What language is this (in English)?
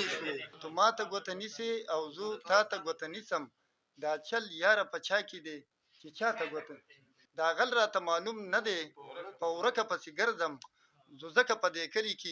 Pashto